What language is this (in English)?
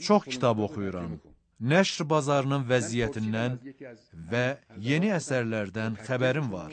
Azerbaijani